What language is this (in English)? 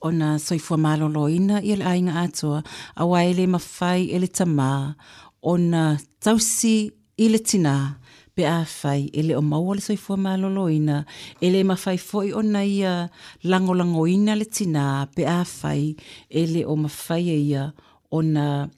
Samoan